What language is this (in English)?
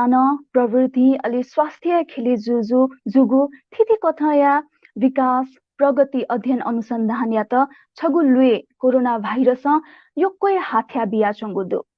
Newari